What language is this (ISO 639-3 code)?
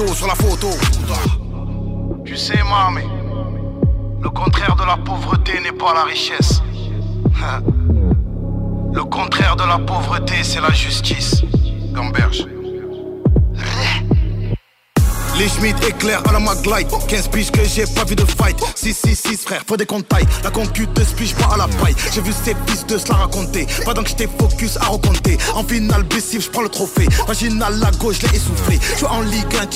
fra